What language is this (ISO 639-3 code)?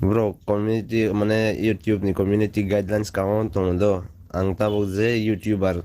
trp